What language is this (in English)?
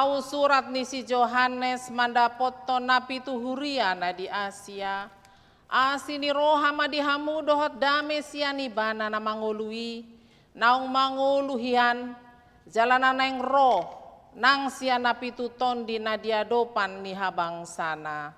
Batak Toba